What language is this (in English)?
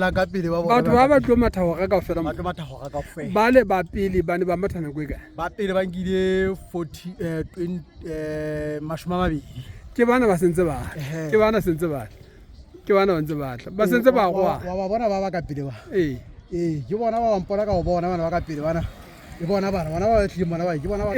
Southern Sotho